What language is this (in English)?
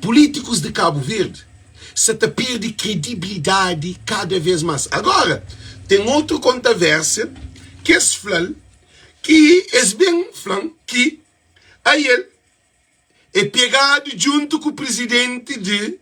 Kabuverdianu